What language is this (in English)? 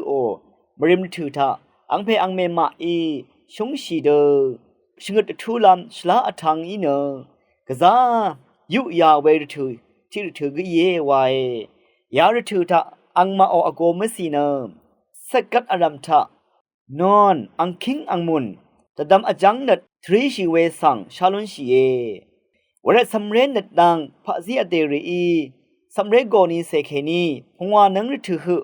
Rawang